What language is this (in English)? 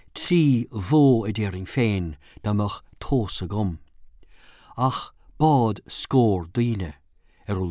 Irish